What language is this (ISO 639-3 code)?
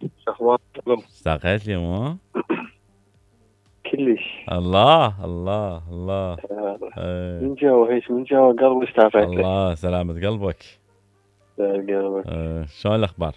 acm